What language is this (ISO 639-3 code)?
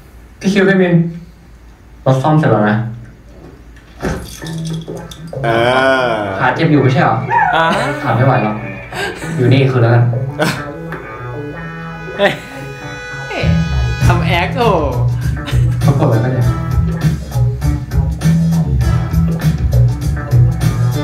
tha